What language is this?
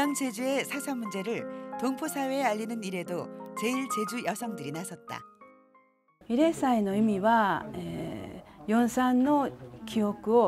Korean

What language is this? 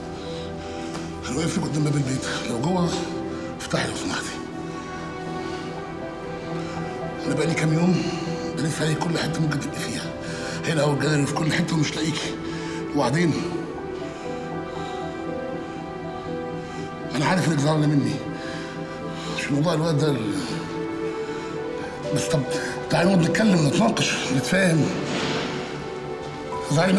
Egyptian Arabic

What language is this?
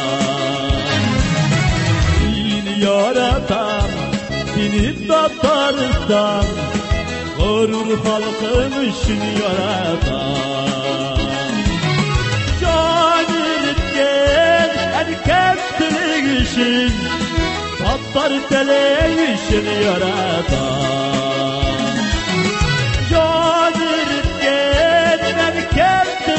Tatar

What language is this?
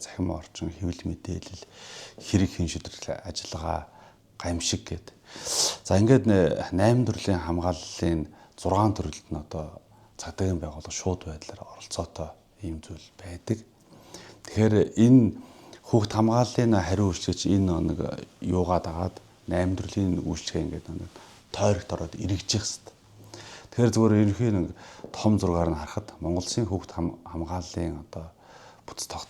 Mongolian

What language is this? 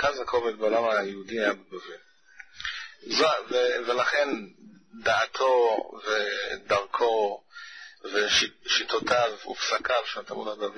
Hebrew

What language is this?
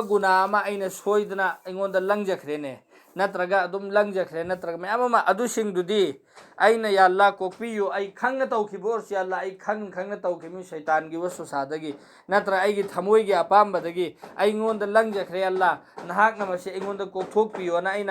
Manipuri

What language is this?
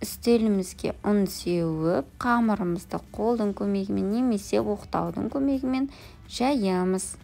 Kazakh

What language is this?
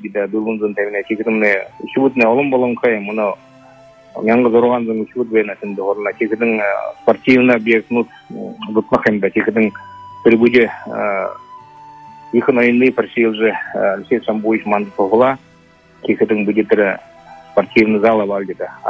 Buriat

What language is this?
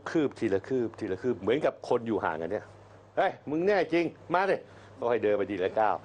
Thai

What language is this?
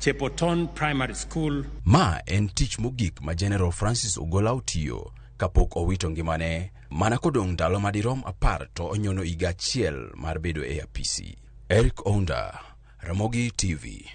Luo (Kenya and Tanzania)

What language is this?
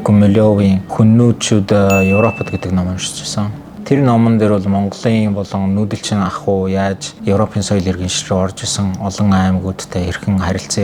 Mongolian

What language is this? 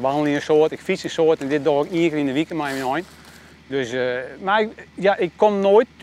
Western Frisian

